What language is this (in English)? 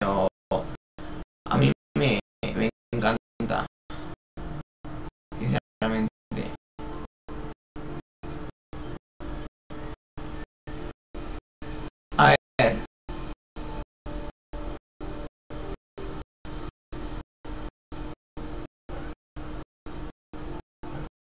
Spanish